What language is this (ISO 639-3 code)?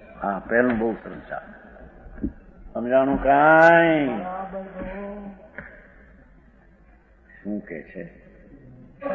guj